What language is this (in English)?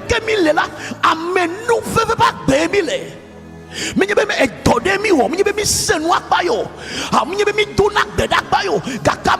Ewe